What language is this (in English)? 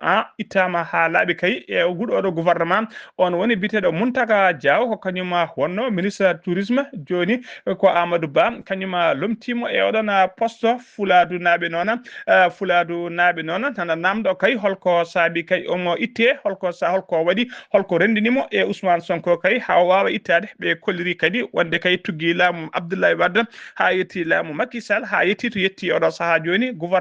Fula